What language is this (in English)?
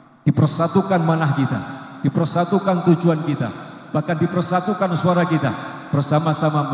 Javanese